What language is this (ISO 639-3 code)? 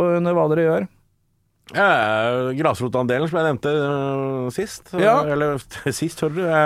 nor